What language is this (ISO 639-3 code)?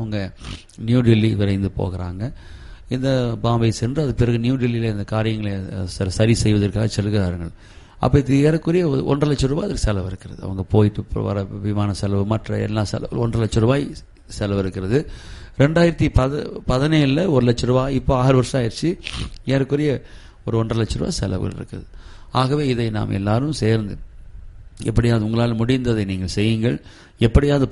tam